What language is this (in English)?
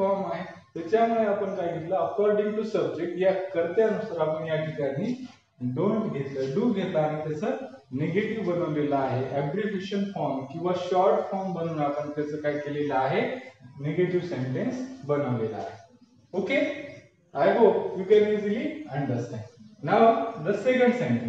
Marathi